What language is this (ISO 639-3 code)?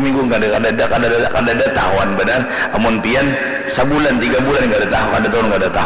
bjn